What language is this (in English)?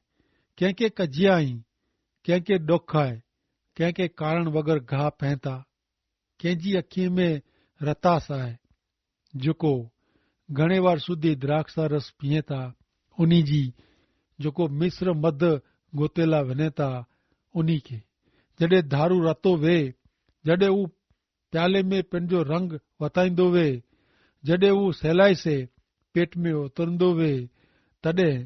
Kachhi